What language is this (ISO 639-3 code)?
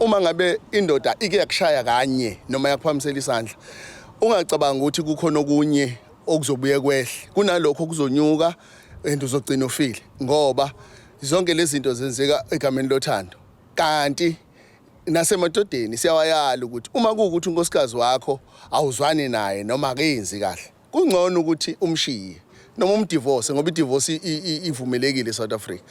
zul